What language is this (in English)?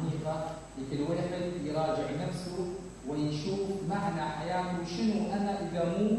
Mesopotamian Arabic